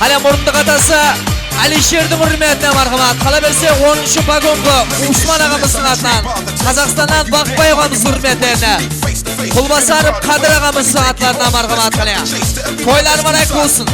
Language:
Kara-Kalpak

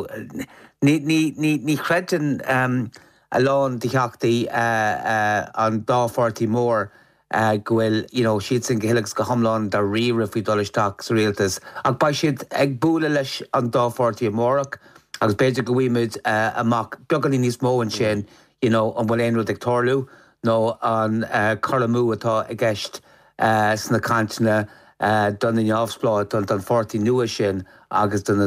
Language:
Irish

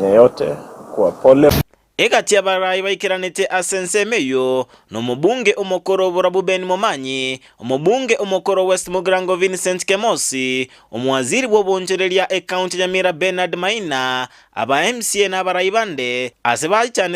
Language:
Gusii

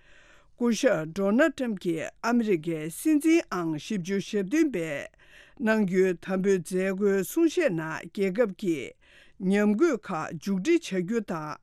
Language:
Tibetan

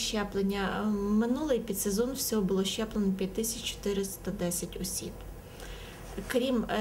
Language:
Ukrainian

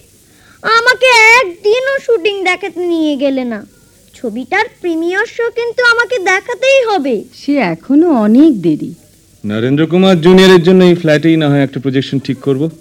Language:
Bangla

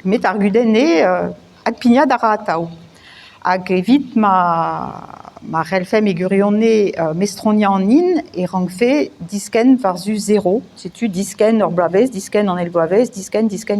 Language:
Breton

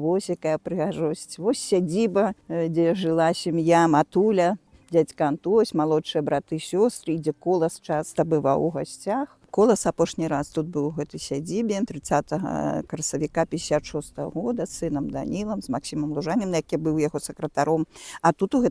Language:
Belarusian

